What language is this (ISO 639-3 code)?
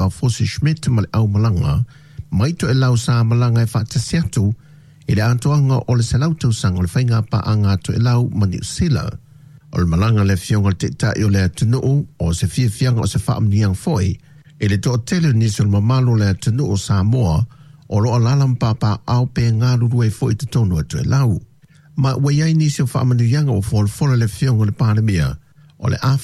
smo